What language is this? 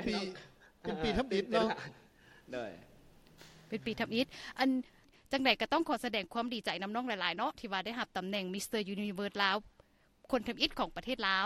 Lao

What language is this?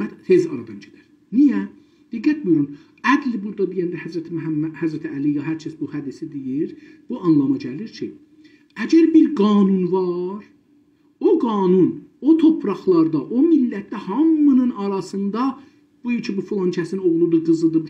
South Azerbaijani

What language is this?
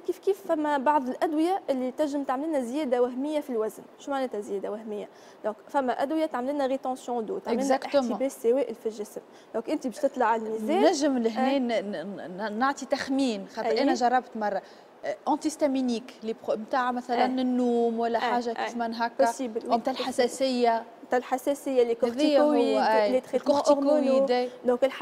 Tunisian Arabic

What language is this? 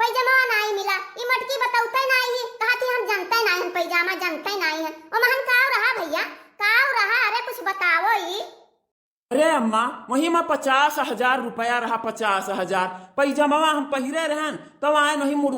Awadhi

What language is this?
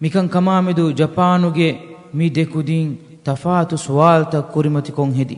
Divehi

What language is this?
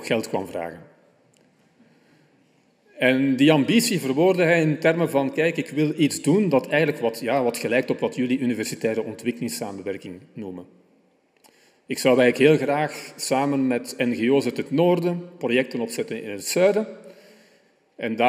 Dutch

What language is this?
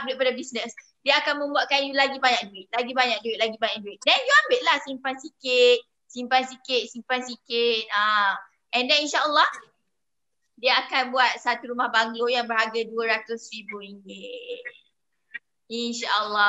Malay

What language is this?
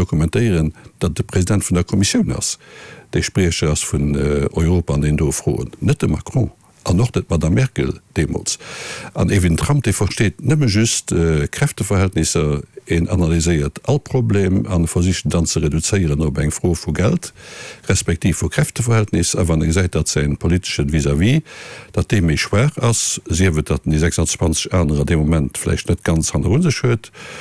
Luxembourgish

